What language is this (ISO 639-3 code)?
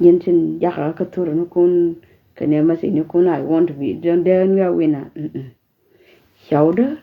nus